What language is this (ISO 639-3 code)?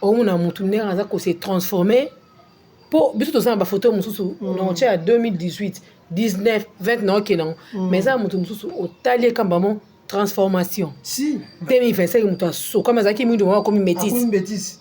lin